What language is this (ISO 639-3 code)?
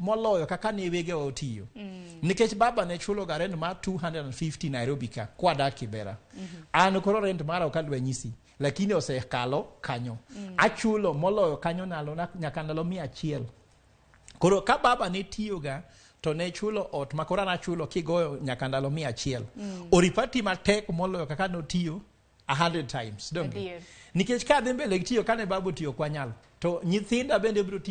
luo